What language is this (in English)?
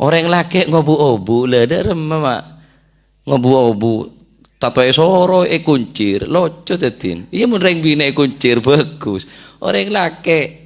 Madurese